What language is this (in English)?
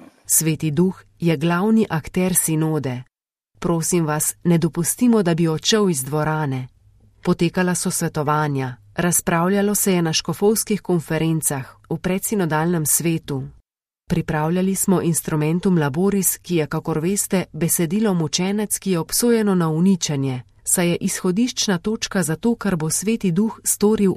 Slovenian